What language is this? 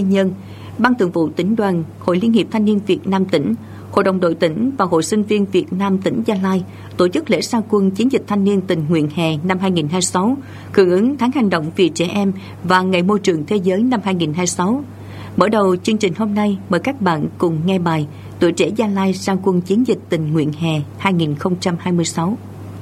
Vietnamese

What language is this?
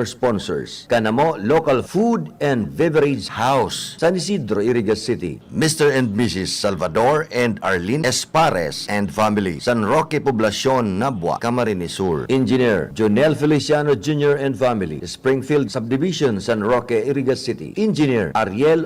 Bikol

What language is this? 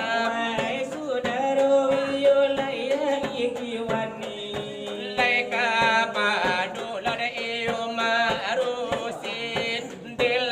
Minangkabau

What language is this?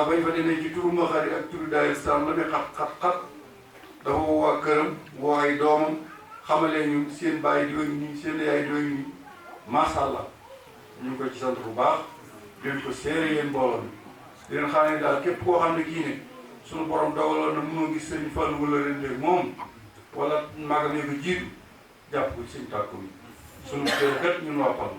Wolof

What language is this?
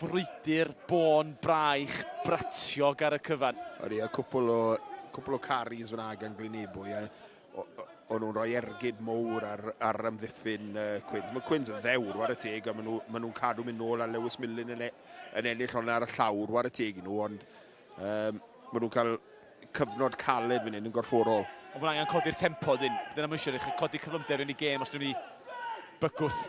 Welsh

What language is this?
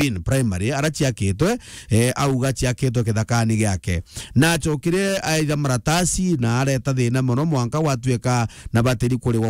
Meru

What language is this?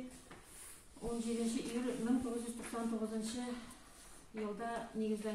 Tatar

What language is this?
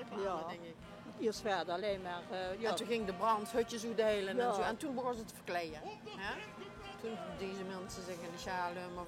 Limburgish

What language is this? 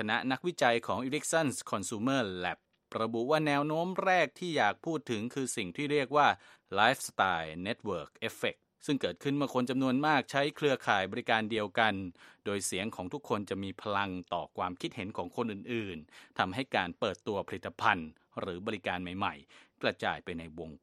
Thai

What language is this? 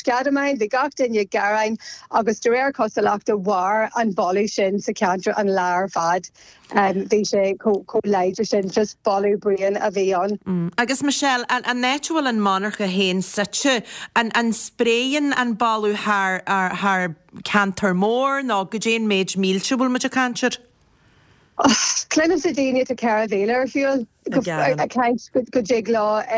Irish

